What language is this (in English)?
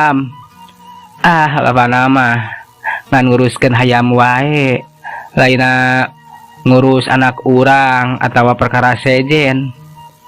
Sundanese